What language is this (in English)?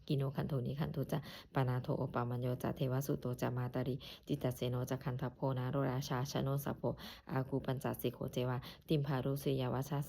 Pali